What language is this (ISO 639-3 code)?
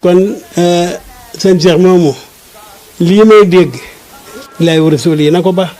wol